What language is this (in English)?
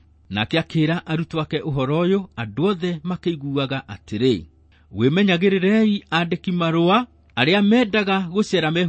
Kikuyu